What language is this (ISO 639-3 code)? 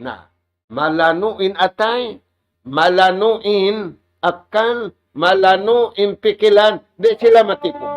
tsg